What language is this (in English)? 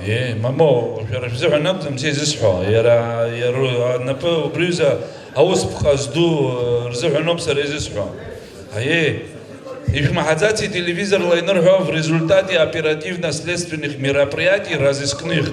Abkhazian